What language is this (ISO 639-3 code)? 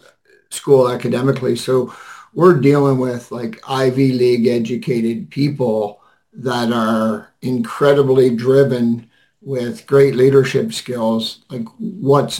eng